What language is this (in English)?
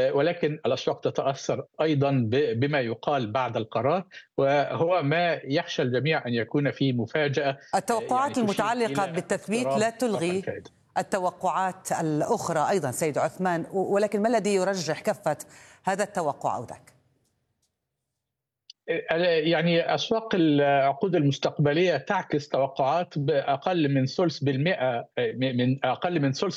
Arabic